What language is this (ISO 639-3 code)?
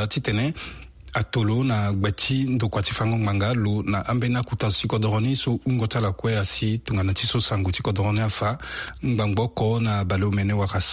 sag